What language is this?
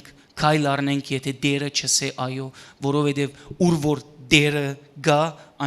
Western Armenian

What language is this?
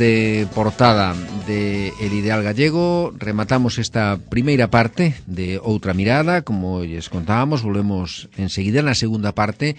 Galician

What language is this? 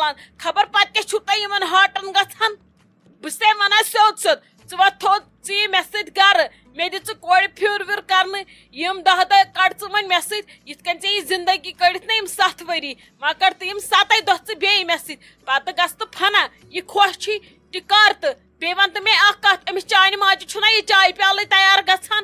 Kashmiri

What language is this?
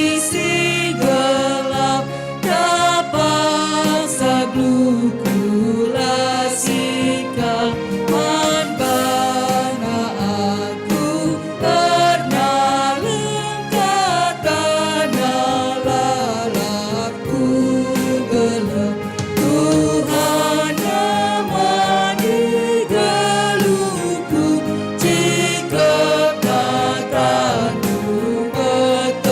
Batak Karo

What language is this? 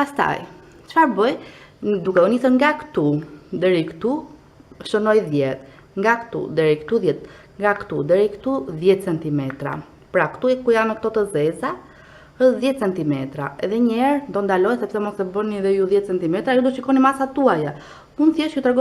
Albanian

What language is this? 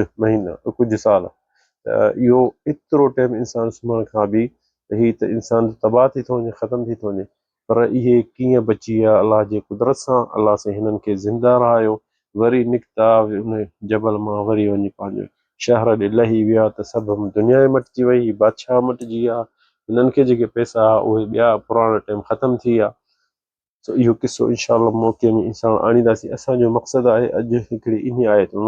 Sindhi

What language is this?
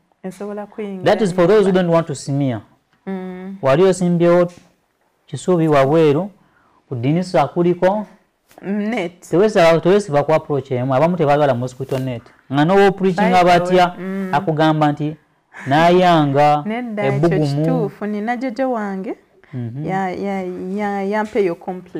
Ganda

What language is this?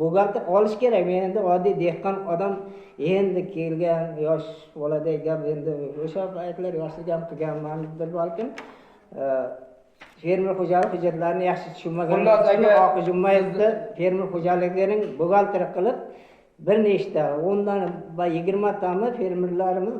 Uzbek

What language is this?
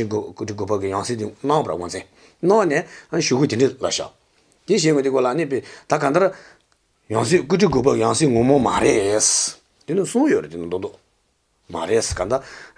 Tibetan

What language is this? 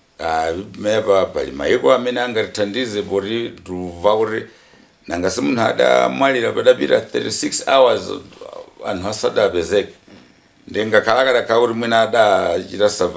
Nyanja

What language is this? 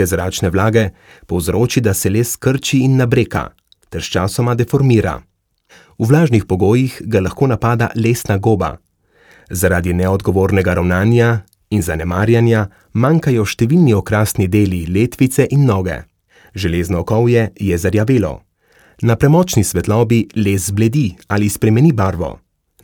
Slovenian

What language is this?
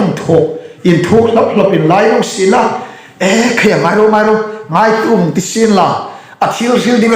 Hmar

